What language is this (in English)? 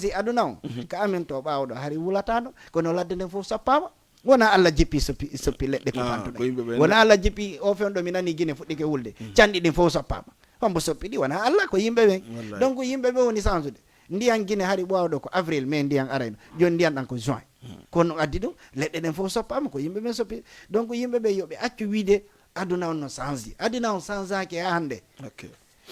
Fula